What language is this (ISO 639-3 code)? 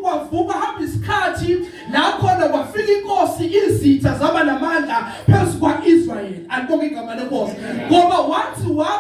zul